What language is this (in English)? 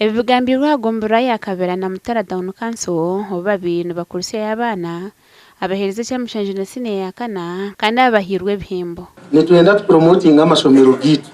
Nyankole